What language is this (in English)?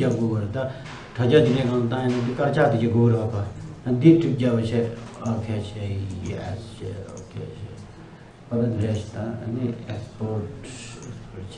Tibetan